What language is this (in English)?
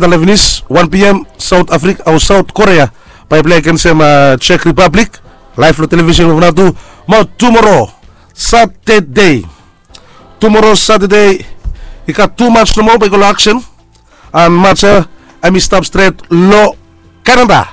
Bislama